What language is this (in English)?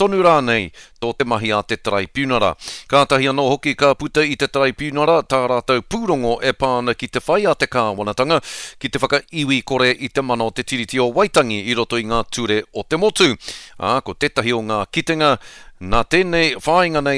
Māori